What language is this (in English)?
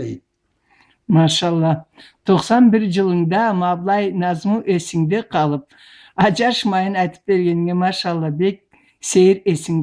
Karachay-Balkar